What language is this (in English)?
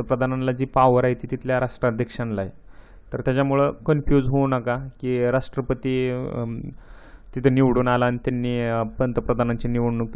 Marathi